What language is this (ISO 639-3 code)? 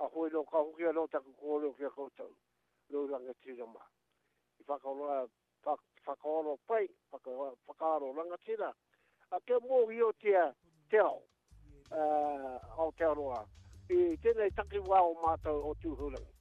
mri